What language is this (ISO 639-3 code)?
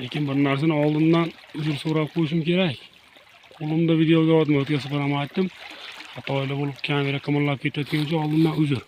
uzb